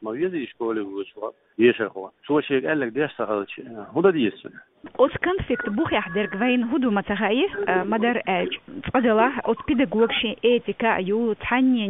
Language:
Chechen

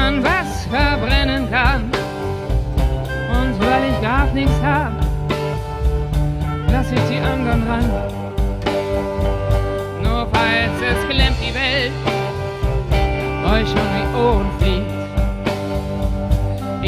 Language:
German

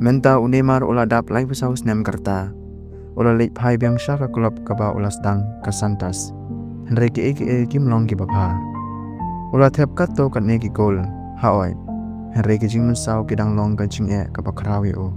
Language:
Khasi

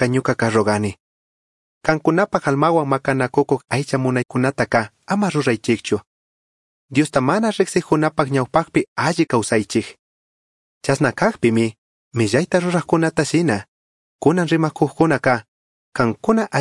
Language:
Chimborazo Highland Quichua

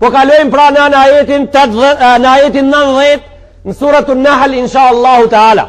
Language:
Albanian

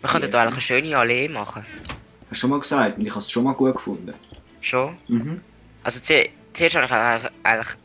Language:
Swiss German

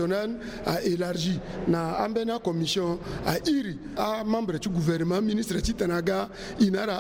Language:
Sango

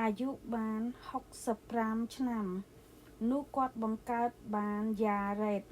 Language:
Khmer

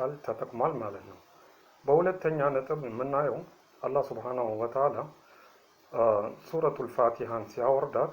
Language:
Amharic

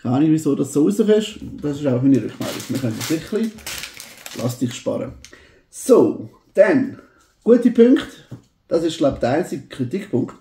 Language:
Swiss German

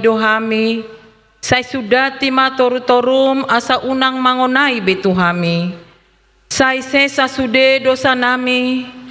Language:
Batak Toba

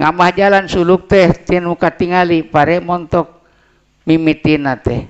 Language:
Sundanese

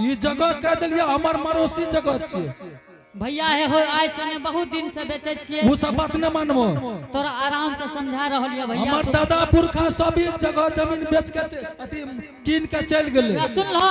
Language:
Angika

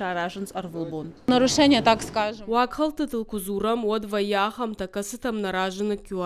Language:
Ossetic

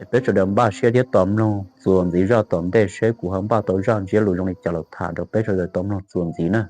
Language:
Hmong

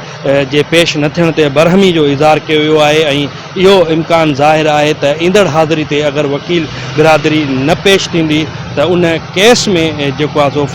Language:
Sindhi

